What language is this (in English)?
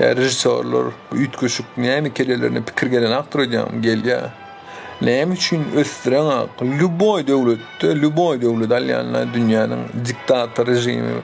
Turkmen